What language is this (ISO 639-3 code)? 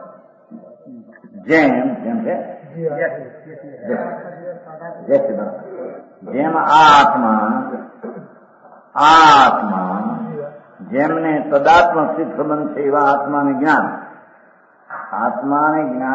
guj